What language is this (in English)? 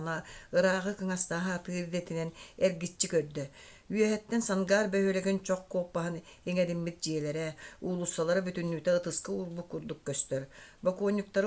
Yakut